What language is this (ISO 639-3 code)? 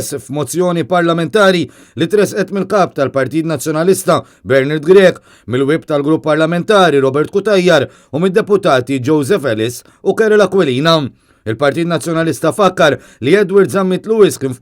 mlt